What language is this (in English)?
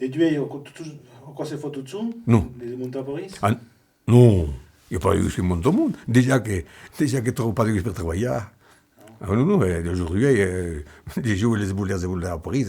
Occitan